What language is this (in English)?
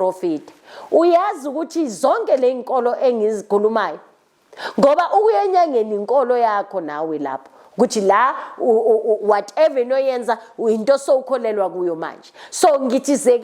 Zulu